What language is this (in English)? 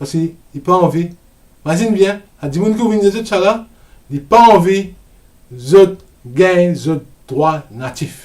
Morisyen